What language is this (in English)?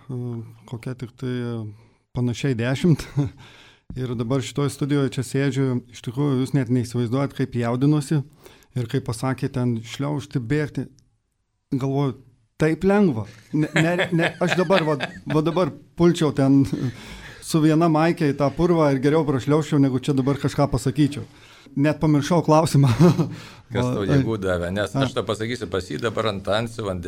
Lithuanian